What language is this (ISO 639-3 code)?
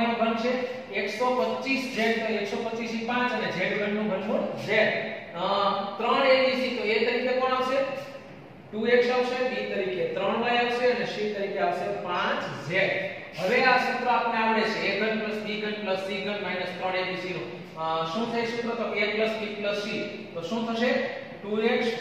guj